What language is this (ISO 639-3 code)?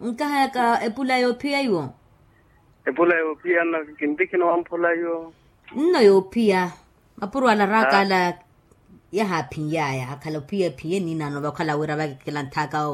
vmw